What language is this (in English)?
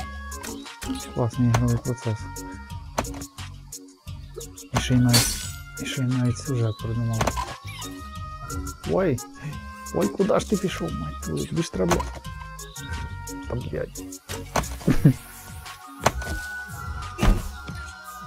Ukrainian